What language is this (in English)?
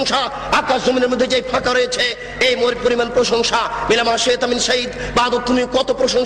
Bangla